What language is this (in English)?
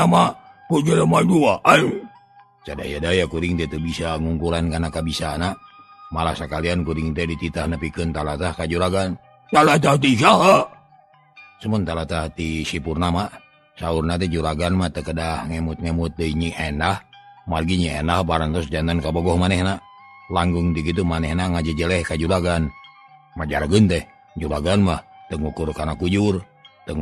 Sundanese